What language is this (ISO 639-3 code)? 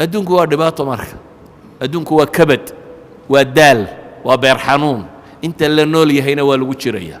som